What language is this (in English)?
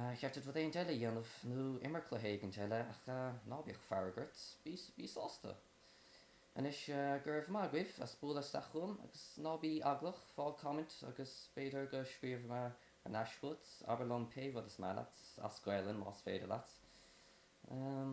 Irish